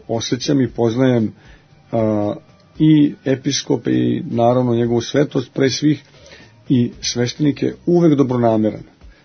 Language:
Serbian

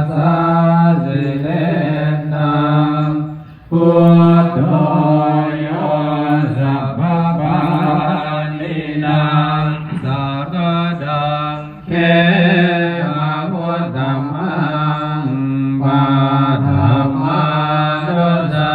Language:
Pali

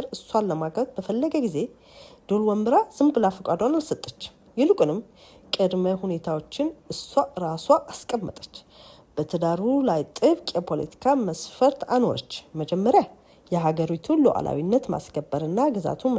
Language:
Amharic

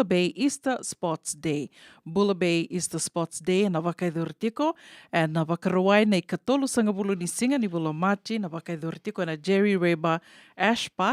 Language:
Fijian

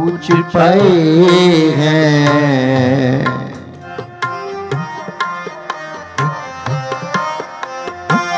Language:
Punjabi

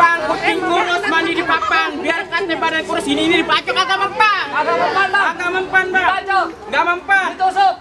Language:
Betawi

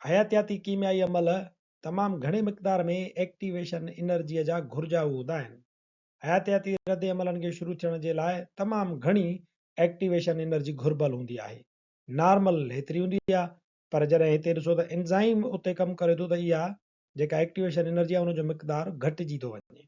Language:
Sindhi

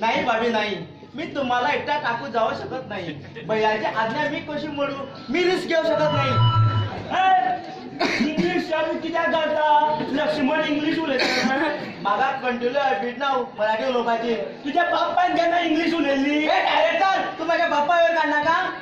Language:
Konkani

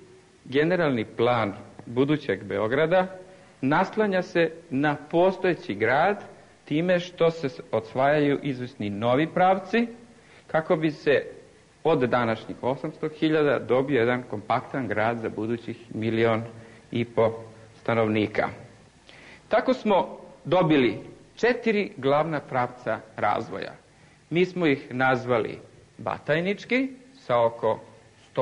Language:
Serbian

